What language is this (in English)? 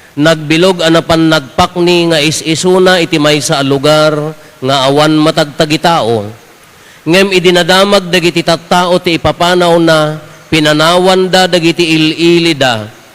Iloko